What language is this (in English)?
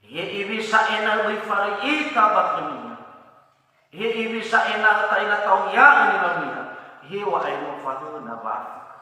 Nias